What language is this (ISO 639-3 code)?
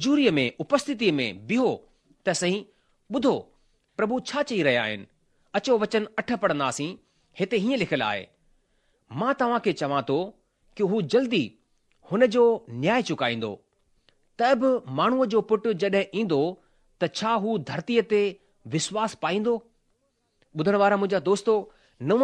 snd